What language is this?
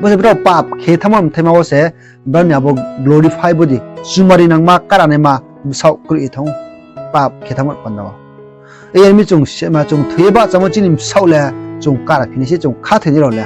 Riang (India)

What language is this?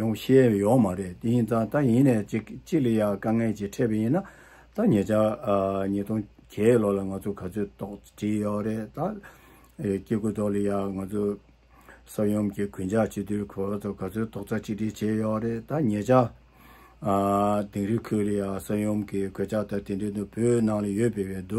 Tibetan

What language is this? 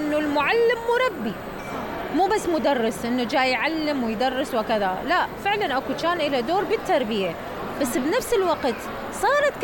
Mesopotamian Arabic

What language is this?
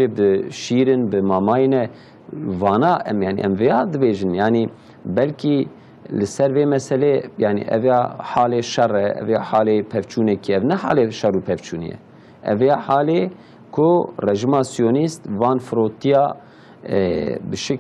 Kurdish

